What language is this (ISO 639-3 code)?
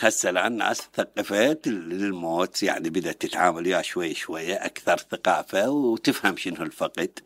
acm